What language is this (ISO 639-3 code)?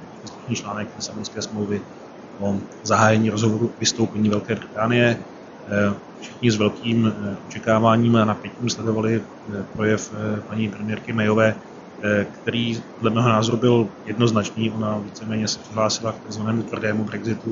ces